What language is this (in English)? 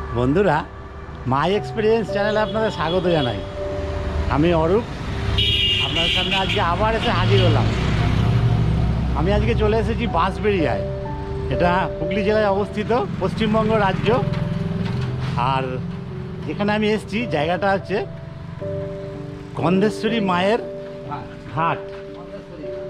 Bangla